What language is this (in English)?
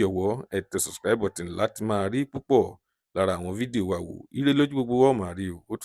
Yoruba